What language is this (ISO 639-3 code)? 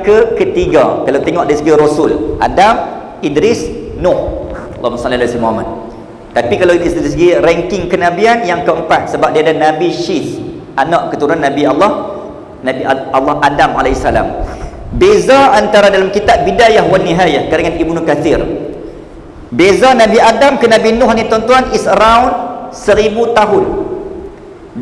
msa